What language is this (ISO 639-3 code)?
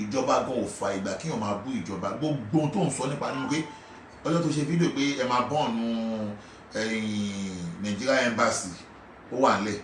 yor